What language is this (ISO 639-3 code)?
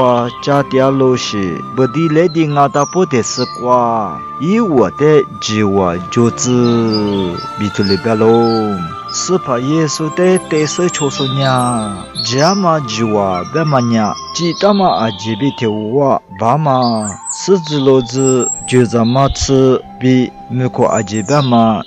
lis